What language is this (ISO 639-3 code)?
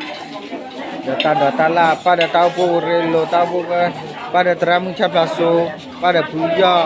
ksw